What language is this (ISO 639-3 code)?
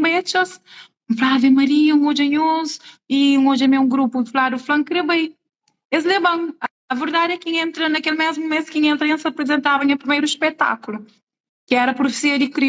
kea